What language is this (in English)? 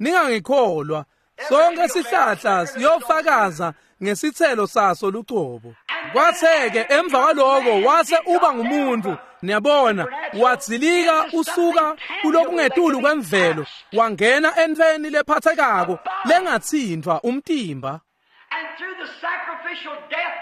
Swati